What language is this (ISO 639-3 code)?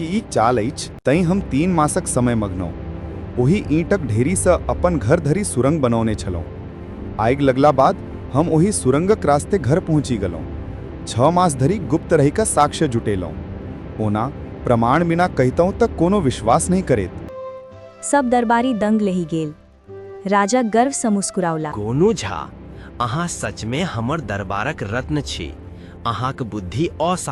mai